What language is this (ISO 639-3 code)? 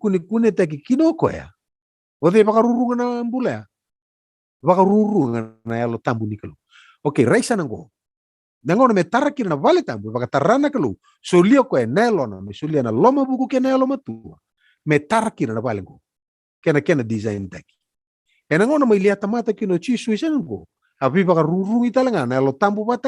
fij